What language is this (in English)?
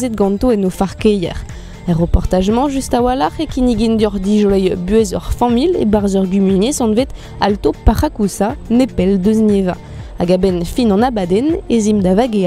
Breton